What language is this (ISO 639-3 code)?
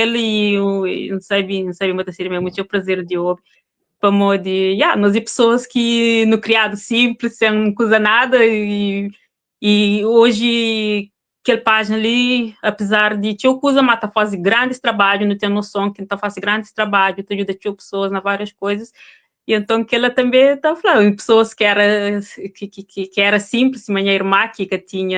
kea